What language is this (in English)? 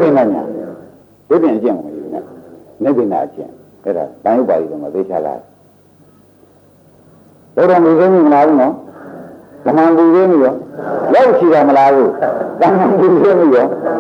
Burmese